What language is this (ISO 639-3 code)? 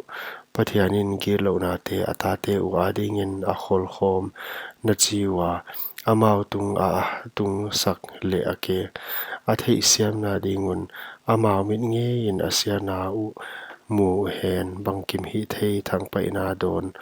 pck